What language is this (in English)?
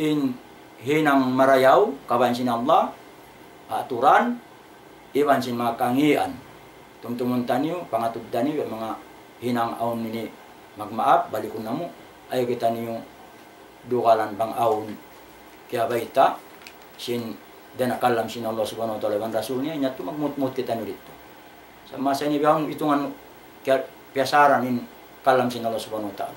Tausug